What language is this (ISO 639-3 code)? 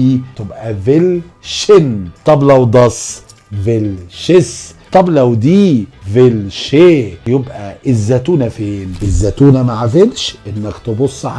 arz